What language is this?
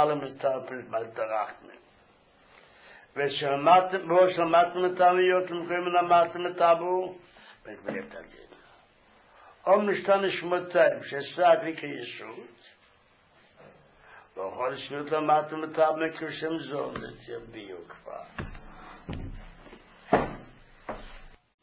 Hebrew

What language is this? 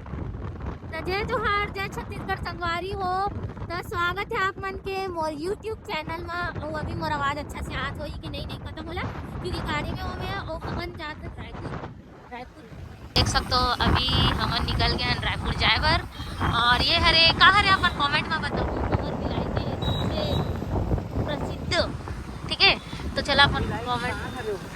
Chhattisgarhi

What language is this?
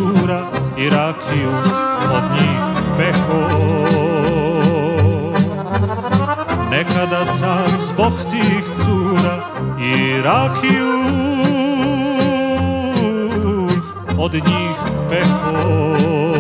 Serbian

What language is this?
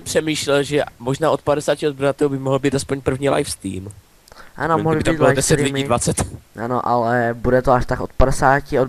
Czech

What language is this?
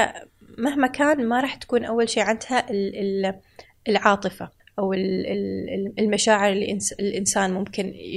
Gulf Arabic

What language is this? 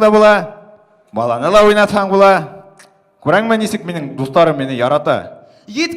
Bashkir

